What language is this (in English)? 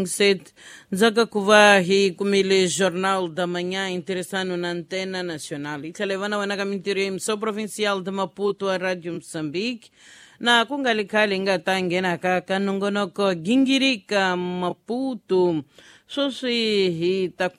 Tsonga